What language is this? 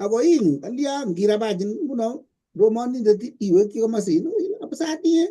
Kalenjin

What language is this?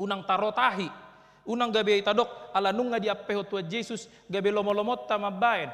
Batak Toba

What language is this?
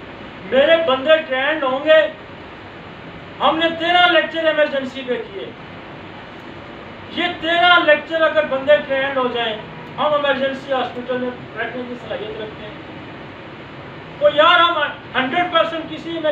Hindi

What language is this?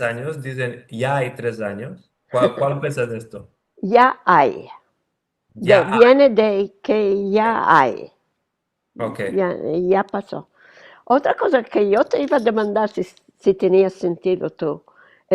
Ladino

